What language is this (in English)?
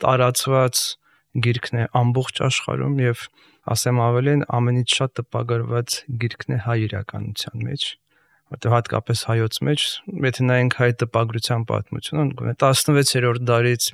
Armenian